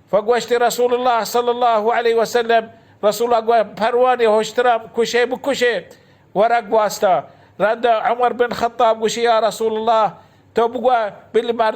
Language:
Baluchi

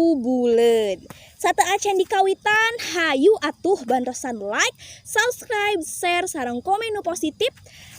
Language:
Sundanese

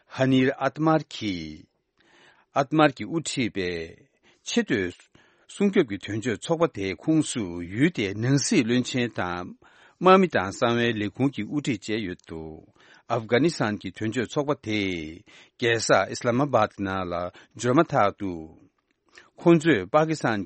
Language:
Tibetan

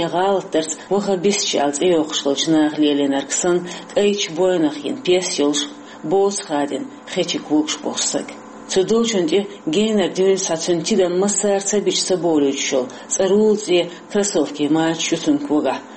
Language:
Chechen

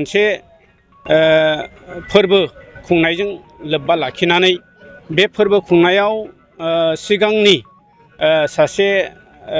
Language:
Bodo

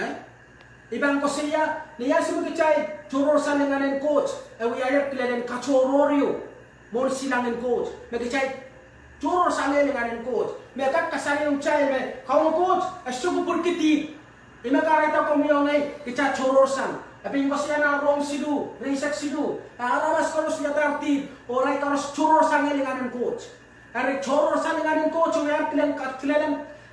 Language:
Pohnpeian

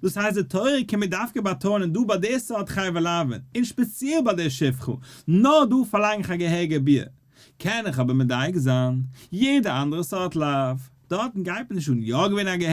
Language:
Yiddish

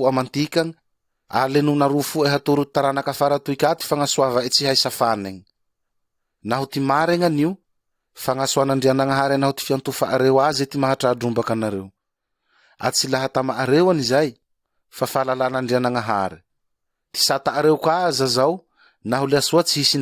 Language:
Malagasy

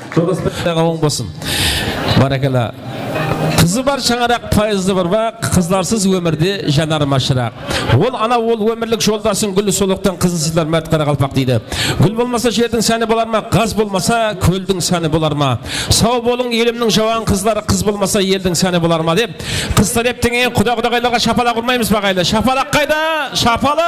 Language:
Kara-Kalpak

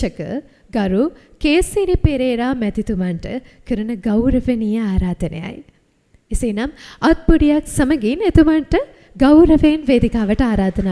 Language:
Sinhala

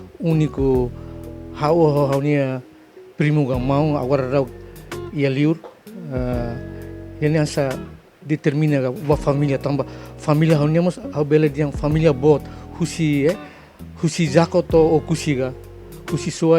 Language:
Tetum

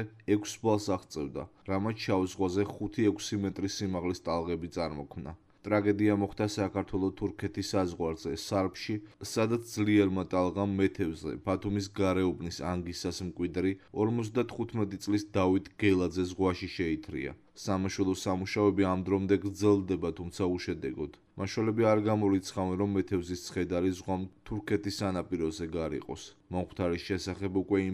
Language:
Georgian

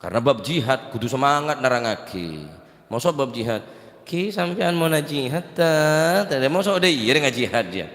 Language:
Madurese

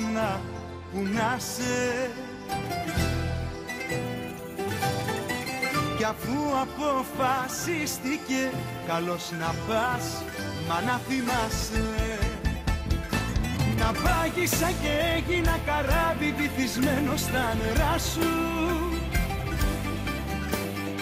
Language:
Greek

